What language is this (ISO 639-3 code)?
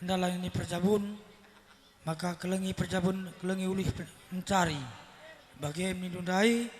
btx